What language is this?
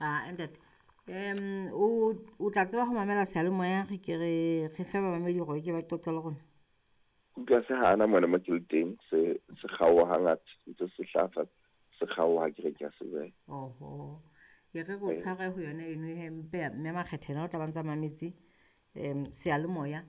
Southern Sotho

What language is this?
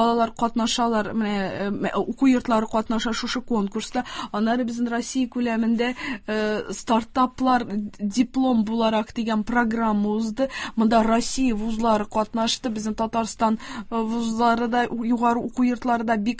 Tatar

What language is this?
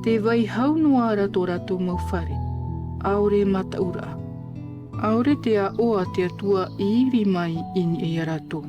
Tahitian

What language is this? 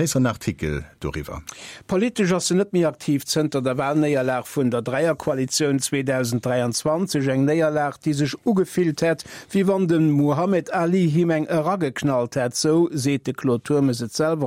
Luxembourgish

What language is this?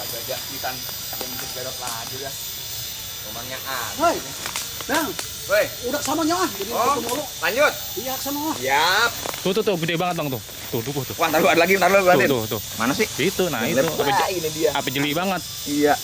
Betawi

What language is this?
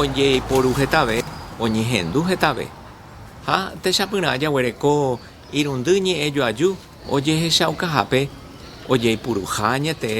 Guarani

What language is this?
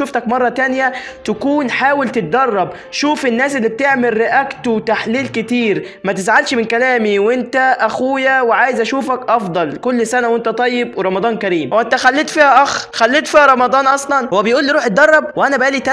Egyptian Arabic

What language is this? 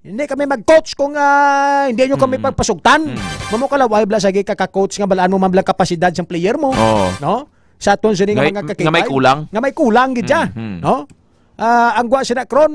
Hiligaynon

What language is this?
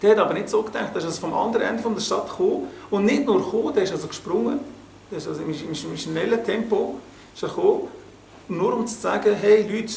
Swiss German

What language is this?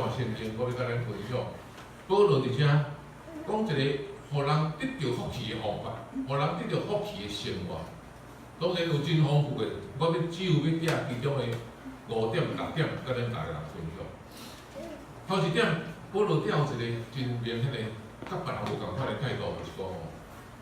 Min Nan Chinese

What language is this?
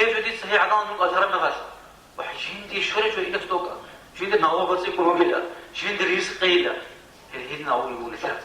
Avaric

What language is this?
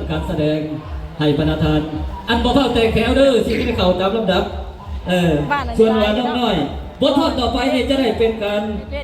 Northeastern Thai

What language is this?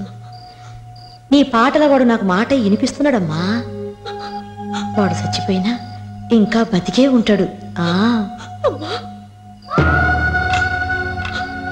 Telugu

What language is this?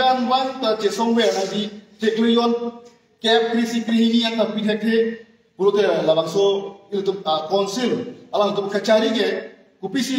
Karbi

